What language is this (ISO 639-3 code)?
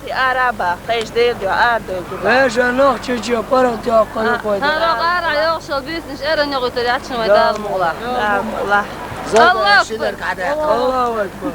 che